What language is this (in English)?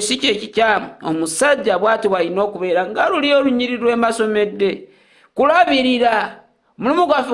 Ganda